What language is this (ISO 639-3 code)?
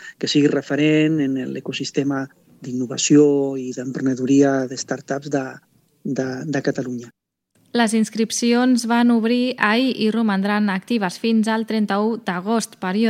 cat